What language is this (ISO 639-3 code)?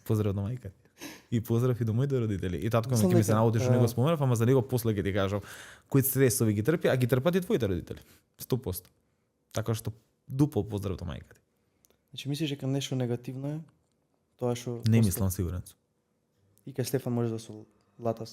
mkd